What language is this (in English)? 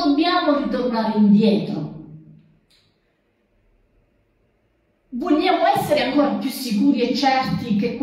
Italian